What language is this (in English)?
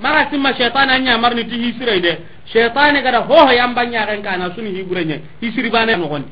Soninke